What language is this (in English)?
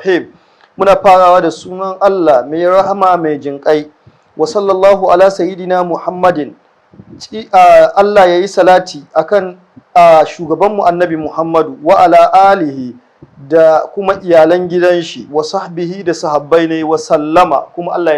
Hausa